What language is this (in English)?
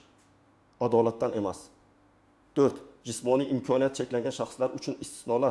Uzbek